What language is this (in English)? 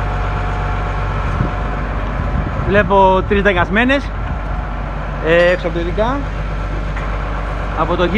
Greek